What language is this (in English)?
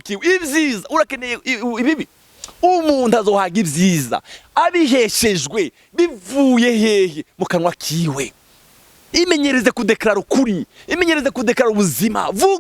Rundi